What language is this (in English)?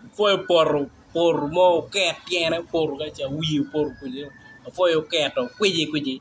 Acoli